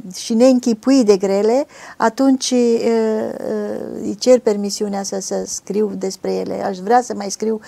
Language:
Romanian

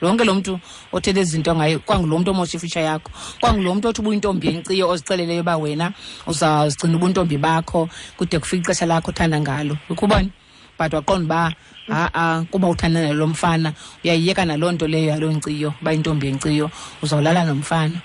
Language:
Xhosa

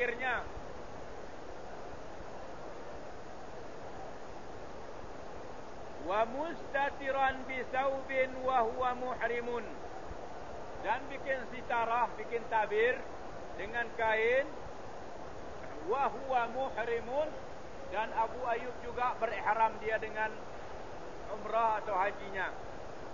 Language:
Malay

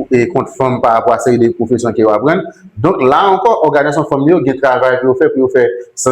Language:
Haitian Creole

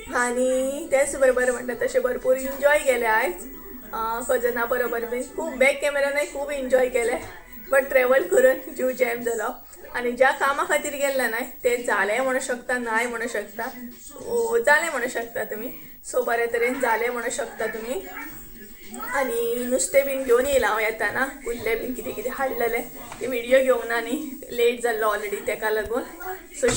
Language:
Konkani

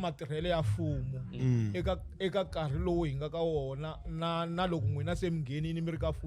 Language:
Tsonga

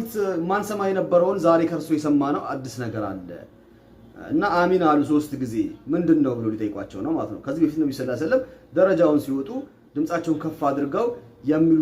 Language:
Amharic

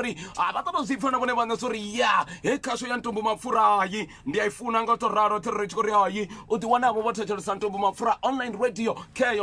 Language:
Venda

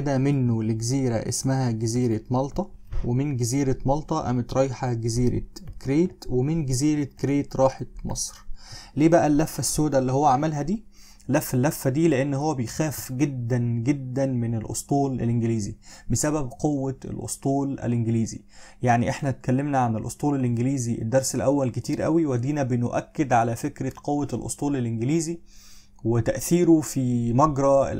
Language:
Egyptian Arabic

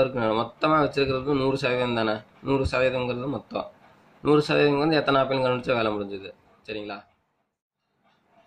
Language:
Tamil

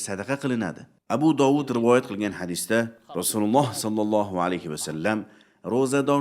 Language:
Uzbek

